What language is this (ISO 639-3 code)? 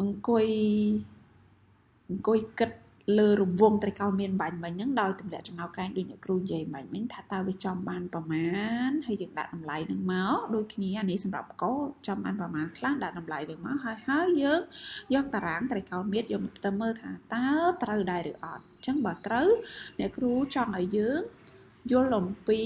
khm